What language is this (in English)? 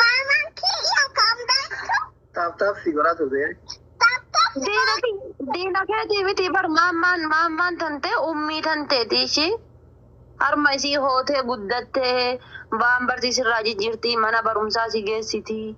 Oromo